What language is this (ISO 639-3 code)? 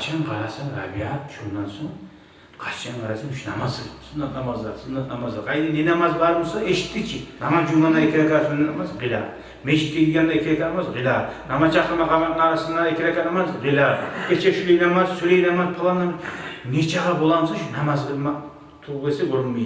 kum